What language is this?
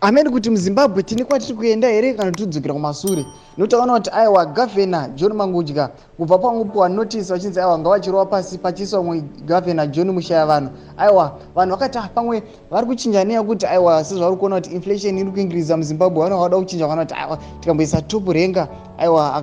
Shona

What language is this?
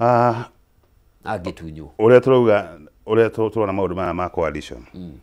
Kikuyu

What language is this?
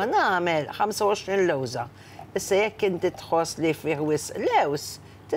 Maltese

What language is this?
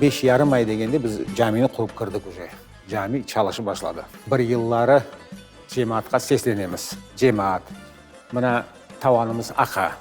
Crimean Tatar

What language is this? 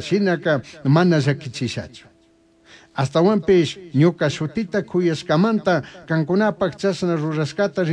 Chimborazo Highland Quichua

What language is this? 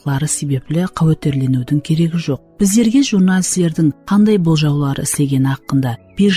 Kara-Kalpak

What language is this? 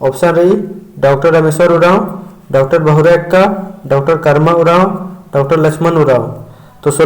Kurukh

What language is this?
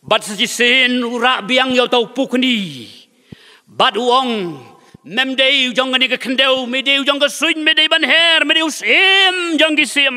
Khasi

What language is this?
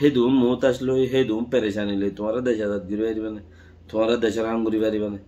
Rohingya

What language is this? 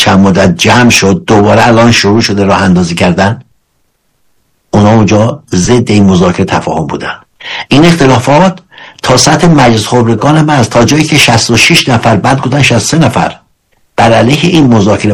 Persian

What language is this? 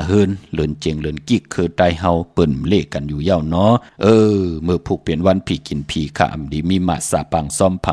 Shan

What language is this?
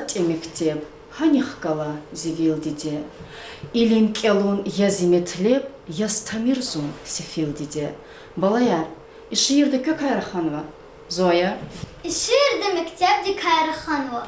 Lezghian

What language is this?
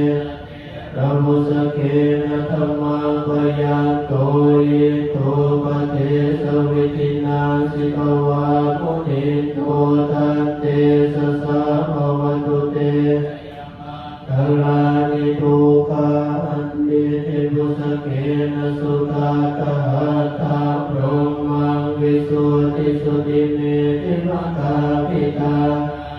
Pali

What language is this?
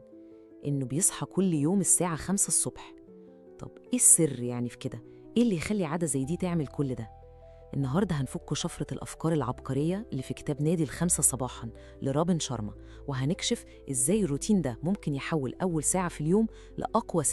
Egyptian Arabic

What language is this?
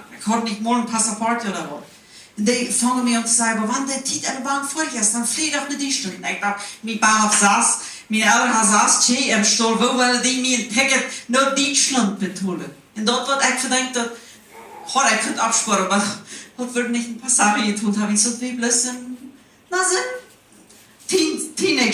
Plautdietsch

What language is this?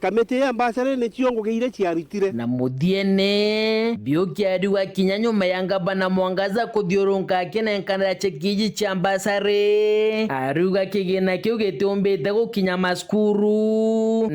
Meru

